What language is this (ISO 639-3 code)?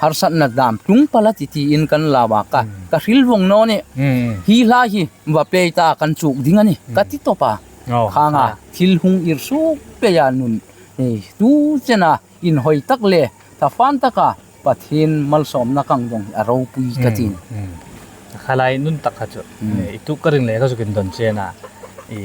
hmr